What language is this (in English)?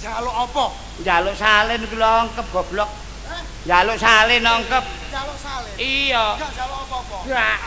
Javanese